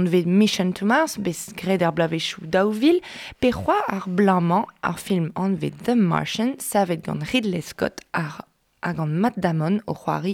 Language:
Breton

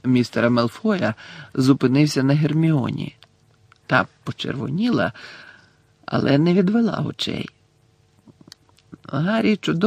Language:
Ukrainian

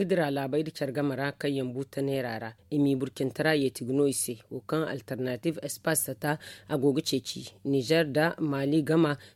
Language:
Zarma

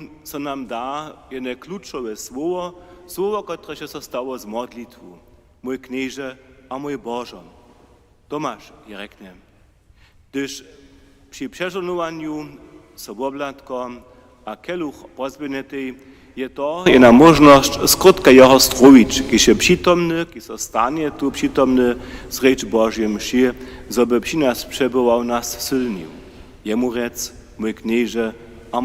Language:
Upper Sorbian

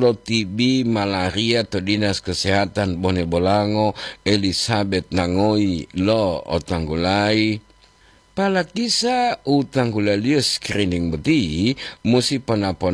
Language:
Gorontalo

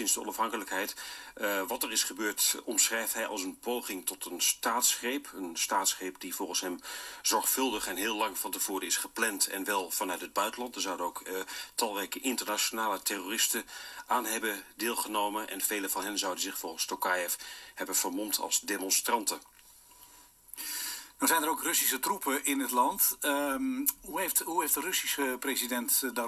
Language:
Dutch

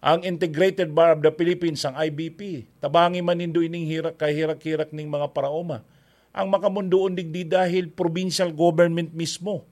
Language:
Bikol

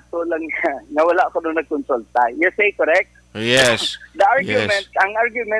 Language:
Hiligaynon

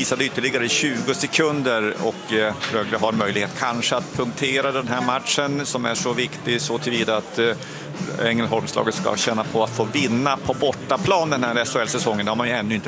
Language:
Swedish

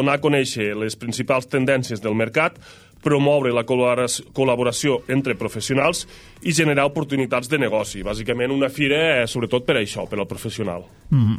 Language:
Catalan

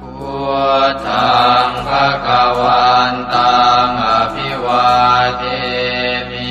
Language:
Pali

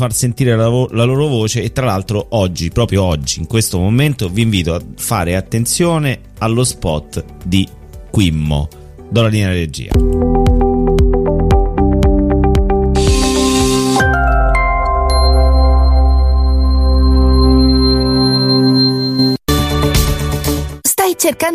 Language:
Italian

